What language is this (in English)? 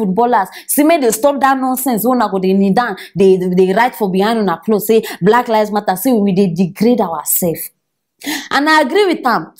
Nigerian Pidgin